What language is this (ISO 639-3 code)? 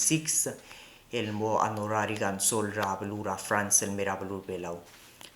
pau